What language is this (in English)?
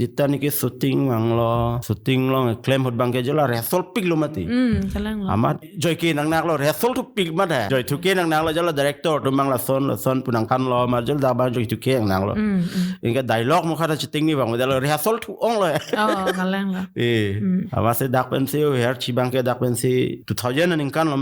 Karbi